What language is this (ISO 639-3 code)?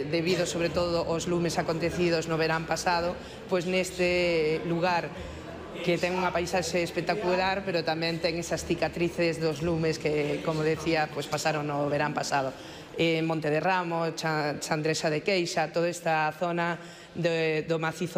glg